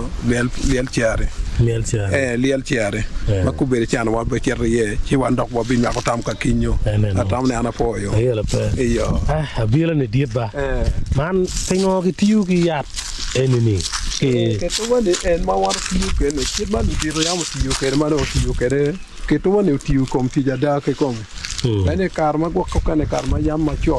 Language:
Acoli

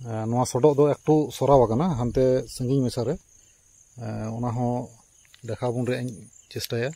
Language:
Santali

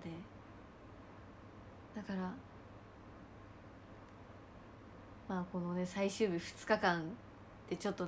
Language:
Japanese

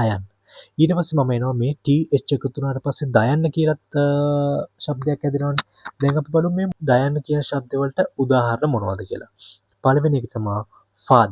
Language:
Sinhala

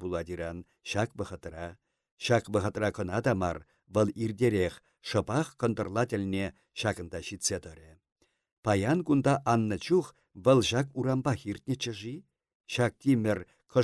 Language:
Chuvash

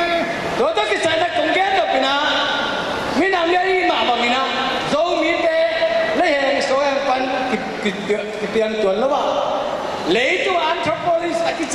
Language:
Tedim Chin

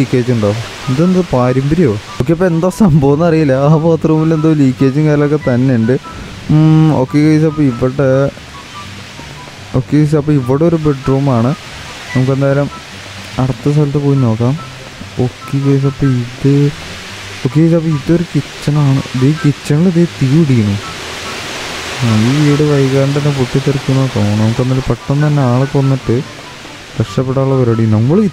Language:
Malayalam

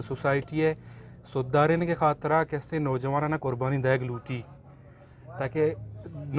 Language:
Eastern Balochi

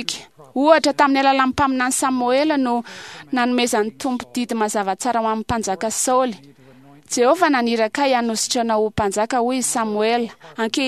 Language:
Malagasy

